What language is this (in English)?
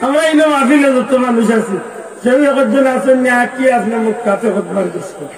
Sylheti